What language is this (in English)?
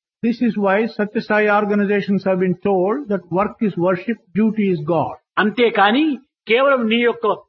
Telugu